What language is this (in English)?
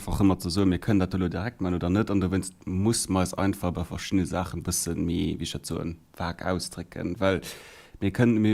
Luxembourgish